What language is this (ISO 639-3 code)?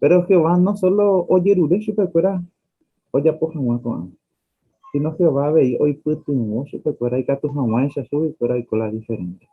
grn